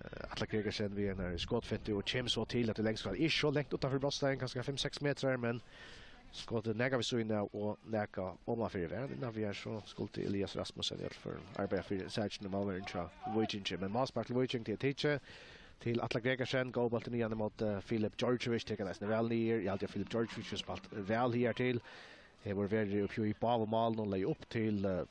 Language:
Faroese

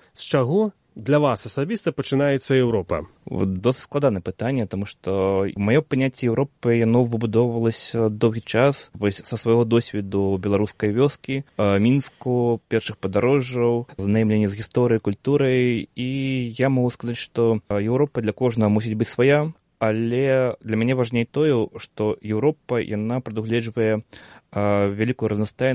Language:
Belarusian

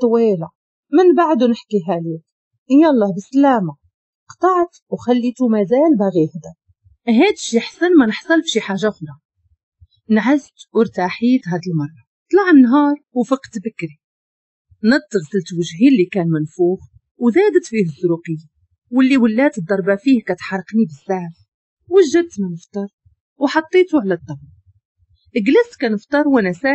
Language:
Moroccan Arabic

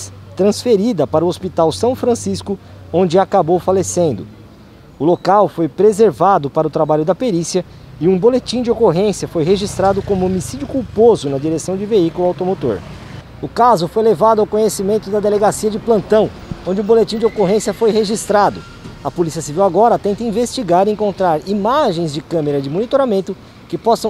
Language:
Portuguese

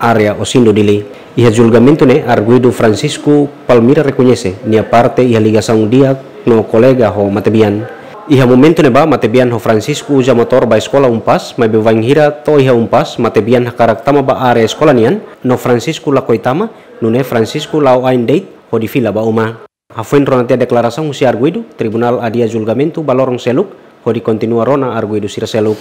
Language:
Tetum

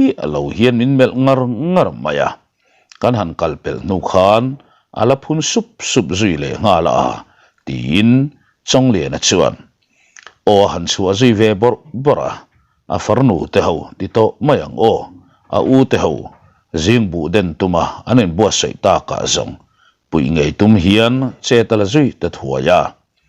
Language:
Mizo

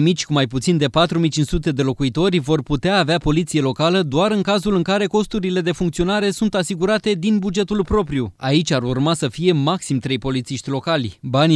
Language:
Romanian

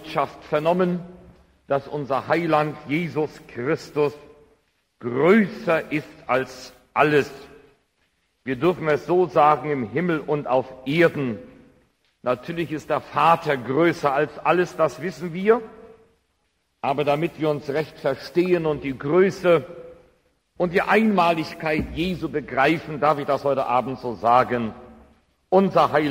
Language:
German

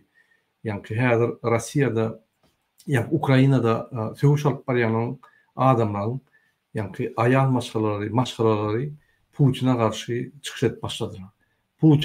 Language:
Turkmen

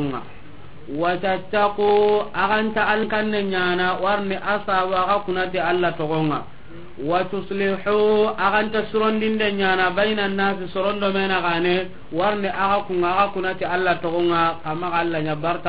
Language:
Soninke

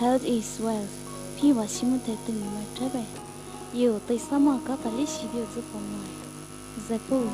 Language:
Poumei Naga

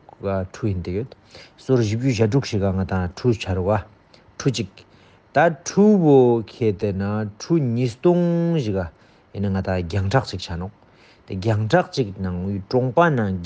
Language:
Ladakhi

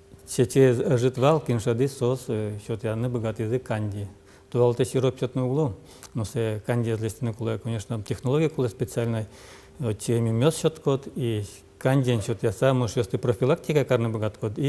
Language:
Udmurt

